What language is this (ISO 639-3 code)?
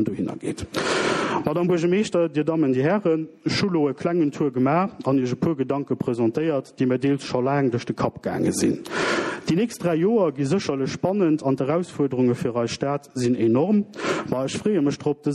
ltz